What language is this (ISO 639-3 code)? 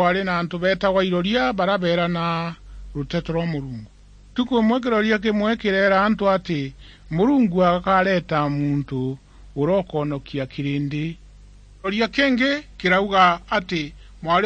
mer